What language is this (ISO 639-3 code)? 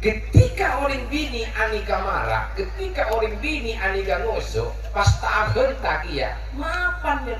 mad